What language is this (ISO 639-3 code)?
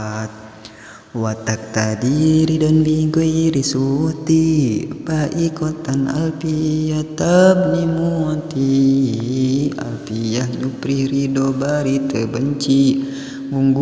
sun